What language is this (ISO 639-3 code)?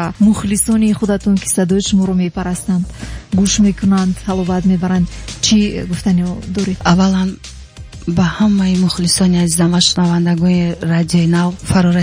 tgk